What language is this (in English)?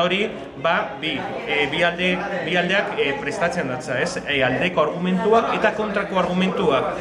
Basque